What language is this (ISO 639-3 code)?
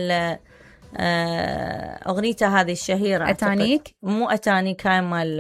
acm